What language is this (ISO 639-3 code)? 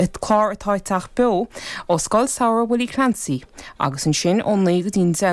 gle